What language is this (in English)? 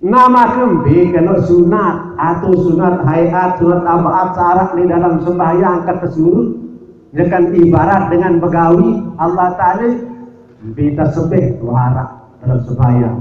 Sasak